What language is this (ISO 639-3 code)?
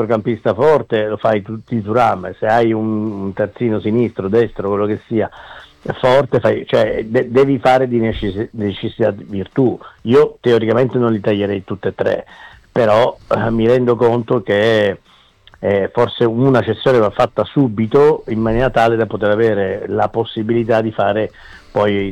ita